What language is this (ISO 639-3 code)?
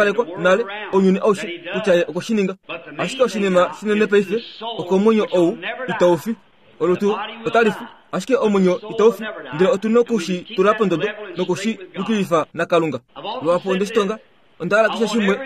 kua